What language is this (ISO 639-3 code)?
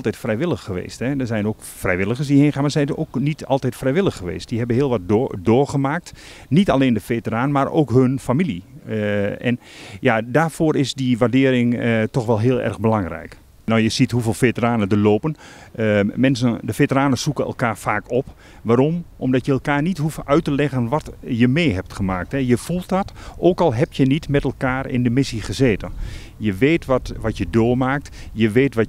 nld